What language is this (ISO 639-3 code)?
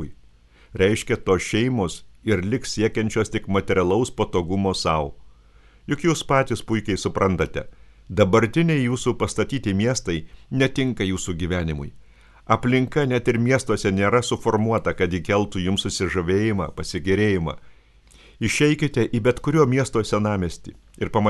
lit